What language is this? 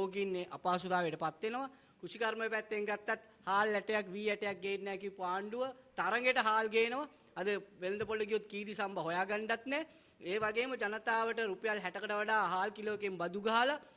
Sinhala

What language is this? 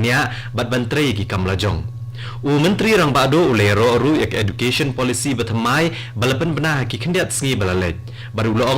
Khasi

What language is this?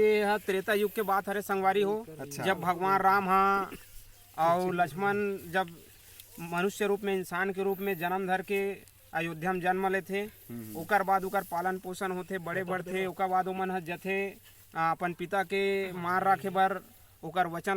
Chhattisgarhi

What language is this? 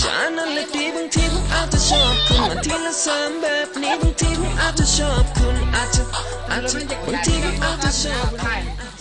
Lao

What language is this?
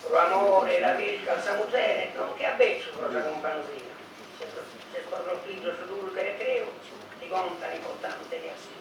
Sardinian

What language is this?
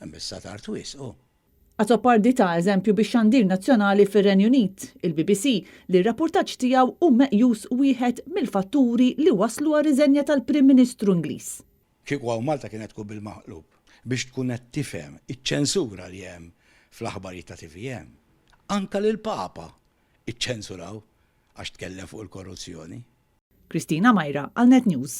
Maltese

